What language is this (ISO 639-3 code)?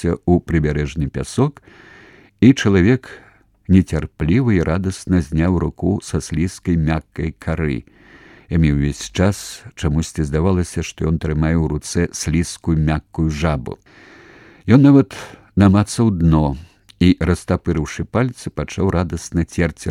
bel